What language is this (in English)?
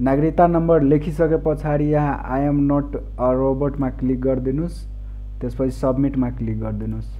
Nepali